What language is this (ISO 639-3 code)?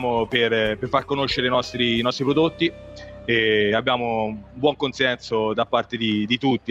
ita